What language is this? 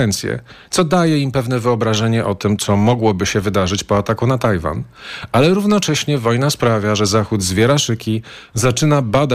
Polish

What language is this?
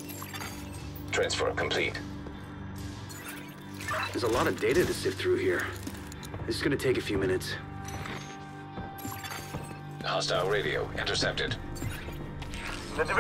English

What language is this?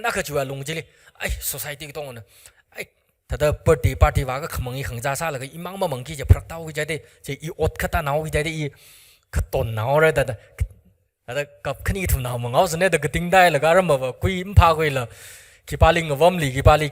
Tangkhul Naga (India)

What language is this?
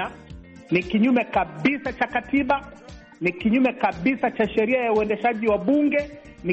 Swahili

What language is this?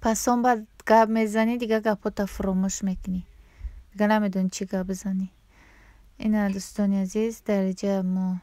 Tajik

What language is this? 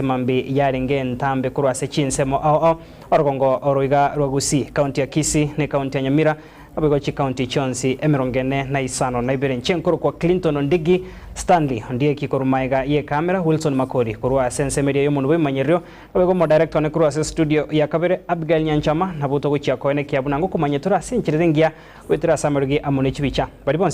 Gusii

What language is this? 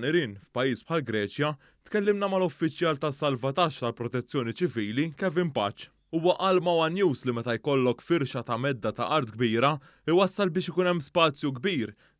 Maltese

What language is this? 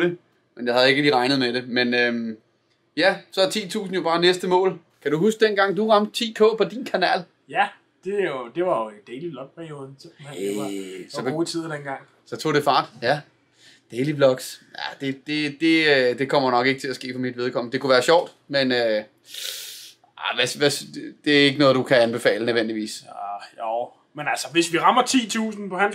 Danish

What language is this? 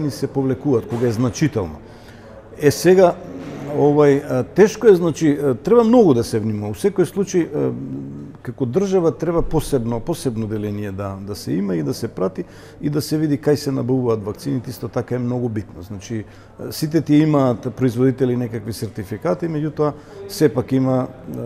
Macedonian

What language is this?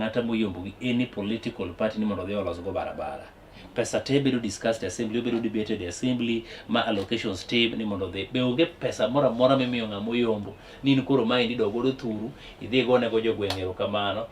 Luo (Kenya and Tanzania)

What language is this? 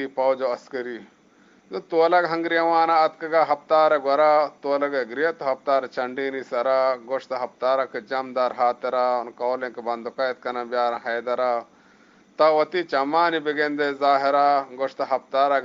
Eastern Balochi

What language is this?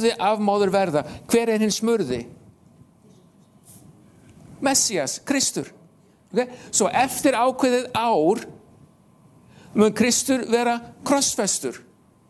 Icelandic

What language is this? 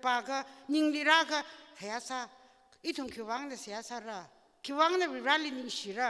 Tangkhul Naga (India)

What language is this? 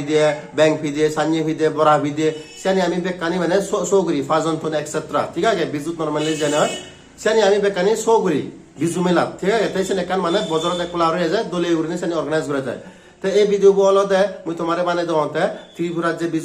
Chakma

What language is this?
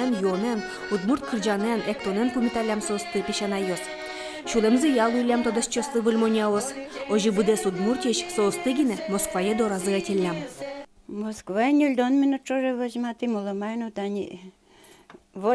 Udmurt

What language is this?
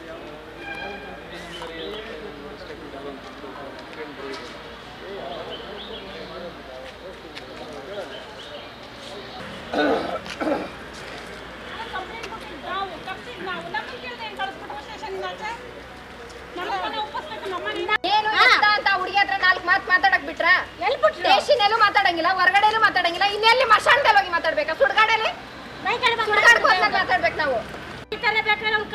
Kannada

